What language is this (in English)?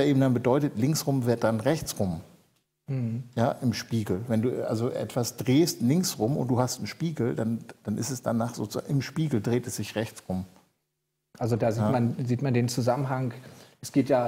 German